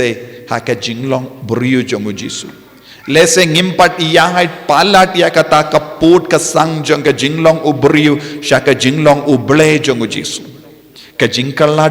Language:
Khasi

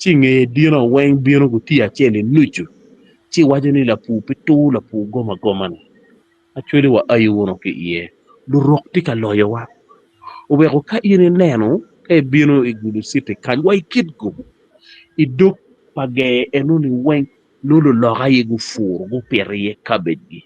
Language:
Acoli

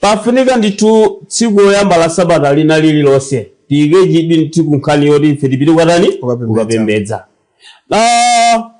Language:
Nyanja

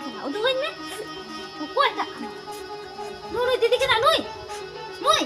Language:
Santali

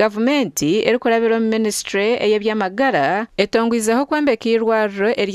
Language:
Nyankole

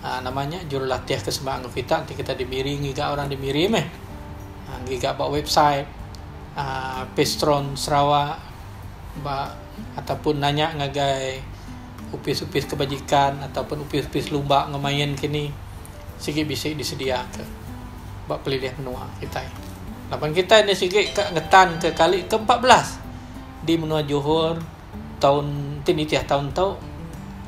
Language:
Iban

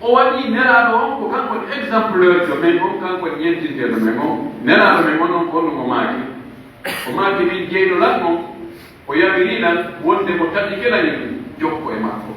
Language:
Pular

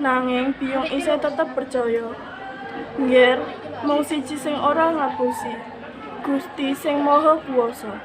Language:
Javanese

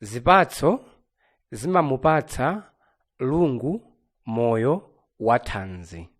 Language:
Nyanja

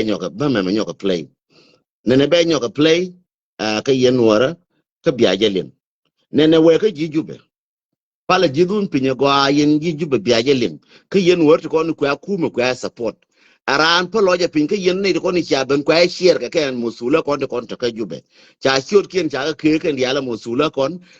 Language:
Nuer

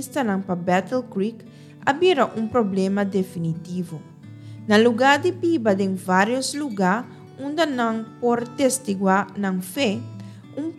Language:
Papiamento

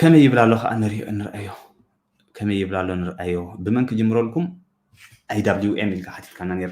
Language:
Tigrinya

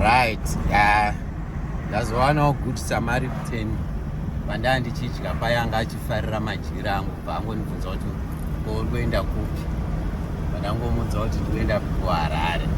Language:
Shona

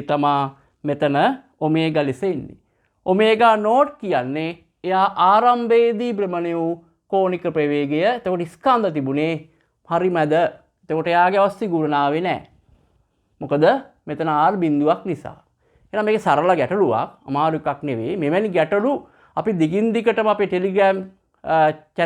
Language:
Sinhala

